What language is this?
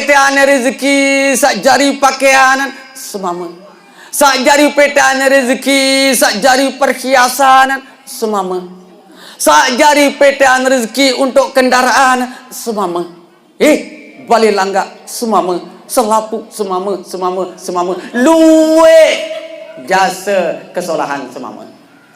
Sasak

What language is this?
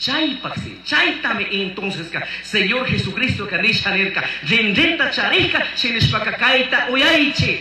Chimborazo Highland Quichua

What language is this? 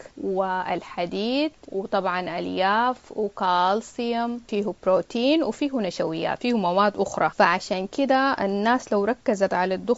Sudanese Arabic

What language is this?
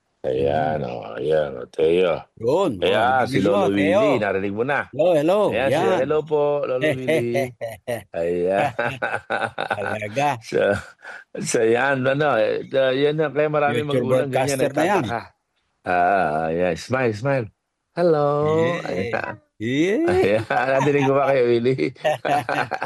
Filipino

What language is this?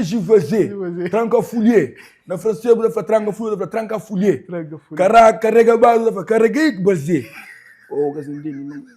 Kabuverdianu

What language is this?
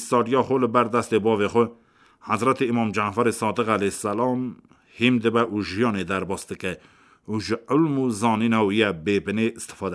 Kurdish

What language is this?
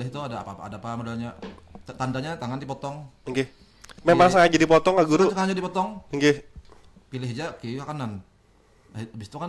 Banjar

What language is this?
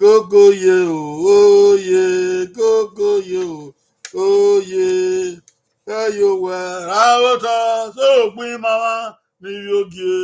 Bini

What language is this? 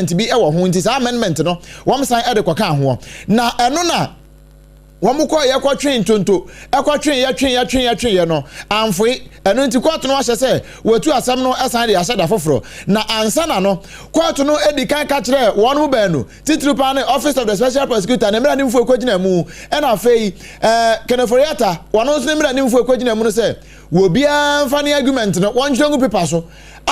Akan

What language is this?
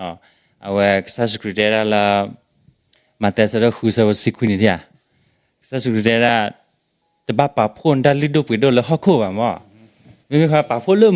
S'gaw Karen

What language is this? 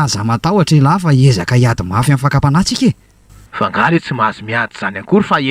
Malagasy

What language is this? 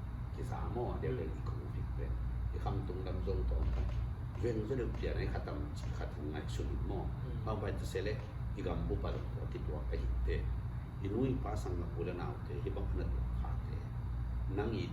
Tedim Chin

